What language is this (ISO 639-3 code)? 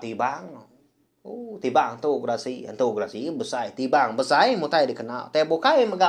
iba